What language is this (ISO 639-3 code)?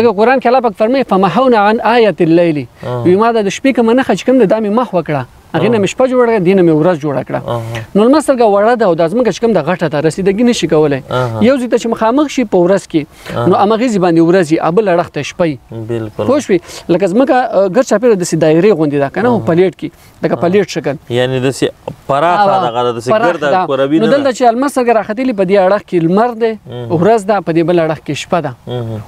pus